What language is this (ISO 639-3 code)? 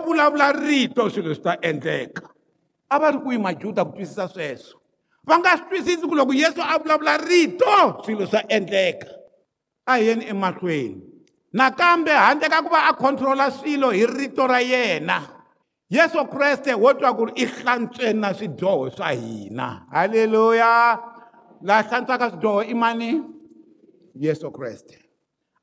tso